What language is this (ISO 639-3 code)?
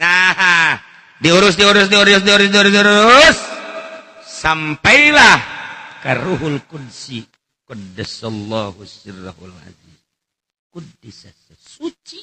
sun